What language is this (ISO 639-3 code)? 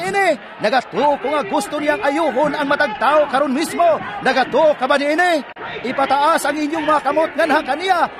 ceb